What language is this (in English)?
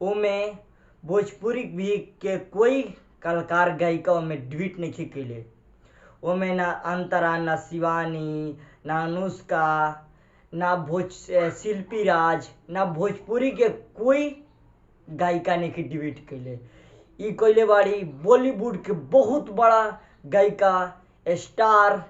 Bhojpuri